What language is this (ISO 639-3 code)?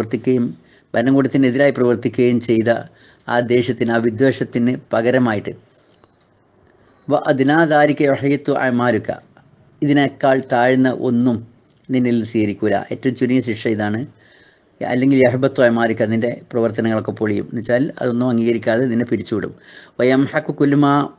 mal